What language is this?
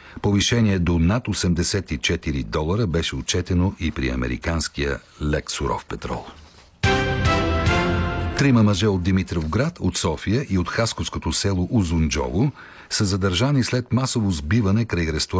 Bulgarian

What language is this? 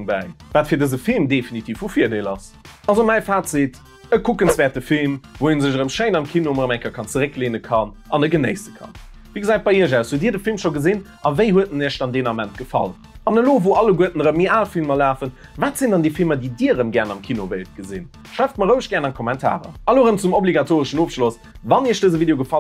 Luxembourgish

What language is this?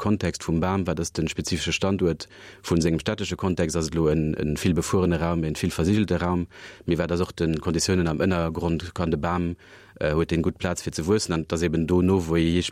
Luxembourgish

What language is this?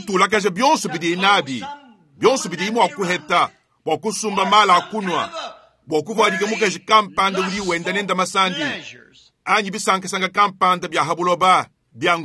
Luba-Lulua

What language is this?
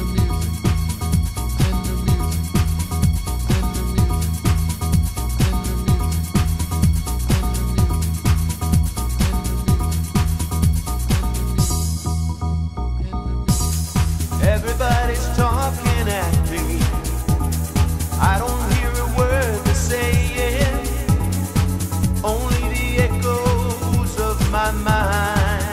English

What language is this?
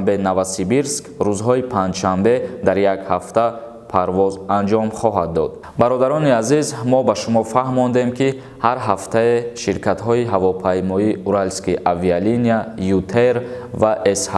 Tajik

